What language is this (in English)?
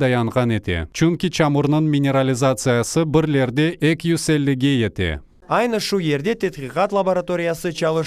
Crimean Tatar